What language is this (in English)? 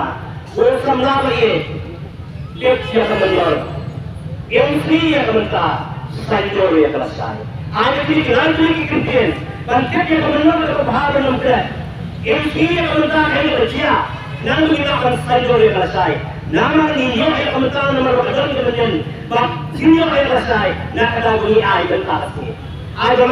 Khasi